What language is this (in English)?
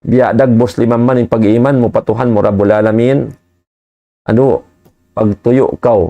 Tausug